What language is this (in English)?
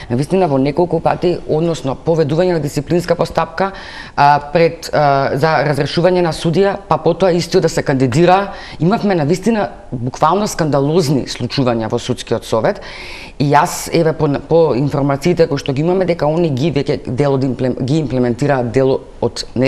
Macedonian